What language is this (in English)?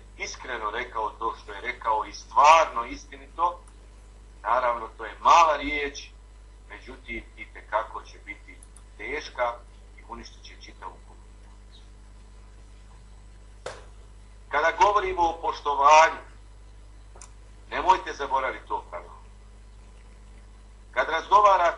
Bosnian